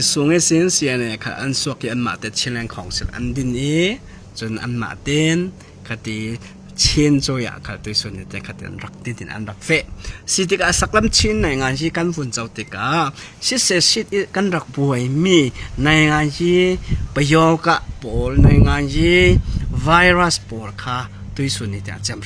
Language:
Falam Chin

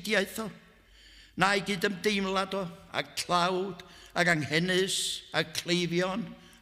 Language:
Welsh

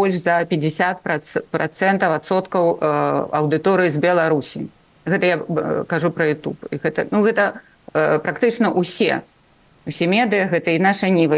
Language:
Belarusian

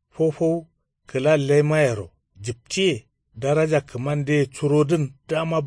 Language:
Kanuri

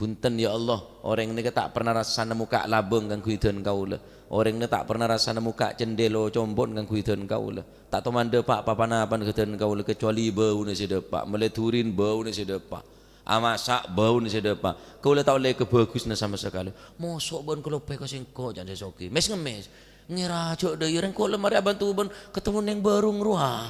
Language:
Madurese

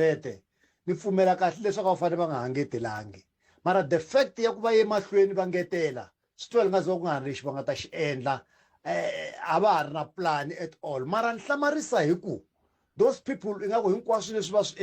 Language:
Tsonga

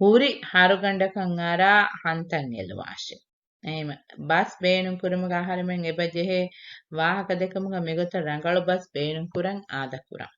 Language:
Divehi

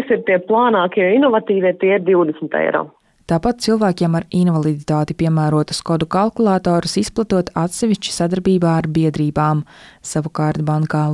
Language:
Latvian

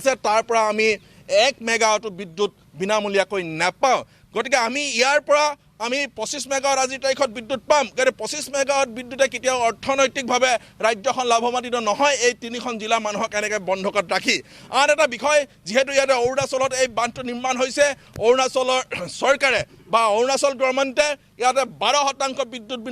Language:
Assamese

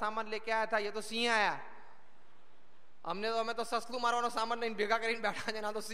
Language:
Gujarati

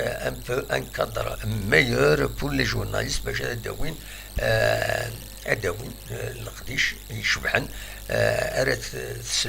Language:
Kabyle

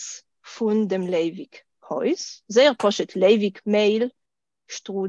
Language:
Yiddish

